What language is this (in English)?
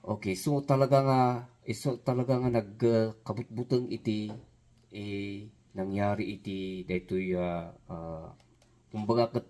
Iloko